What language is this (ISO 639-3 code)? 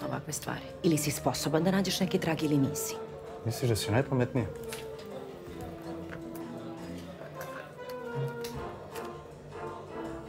srp